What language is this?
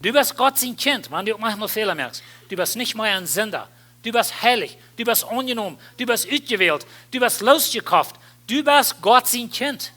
Plautdietsch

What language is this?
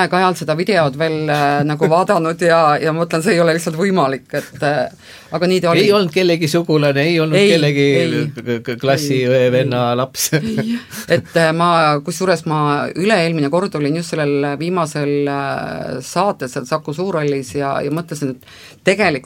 Estonian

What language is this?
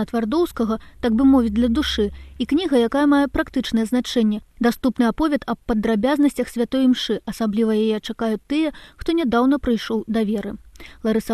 Belarusian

